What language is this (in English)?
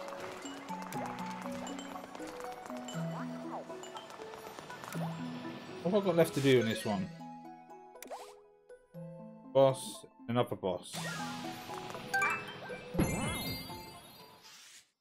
English